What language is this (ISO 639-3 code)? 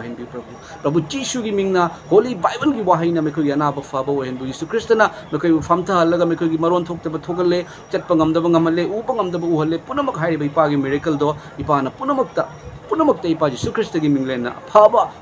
mni